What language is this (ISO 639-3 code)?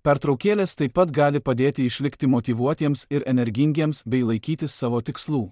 lit